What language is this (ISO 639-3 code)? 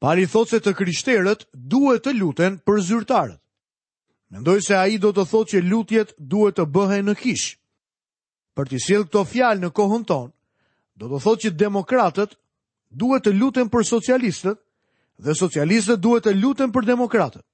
sqi